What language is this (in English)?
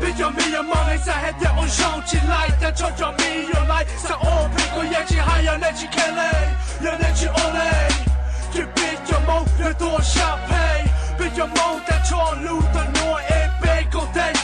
Hmong